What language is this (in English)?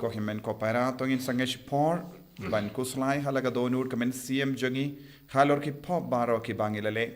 Khasi